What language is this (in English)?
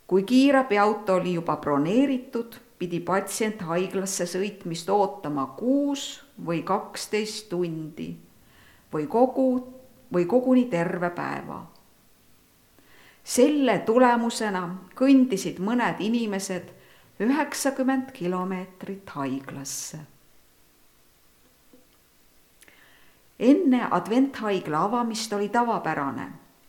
Estonian